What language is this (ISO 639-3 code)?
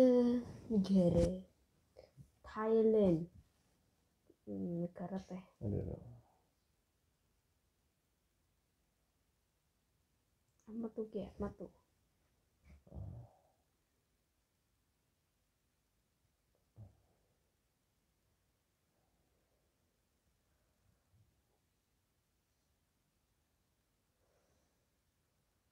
ind